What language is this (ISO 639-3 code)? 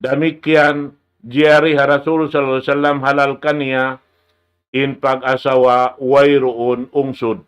tsg